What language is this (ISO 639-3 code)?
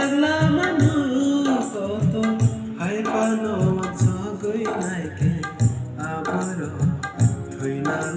trp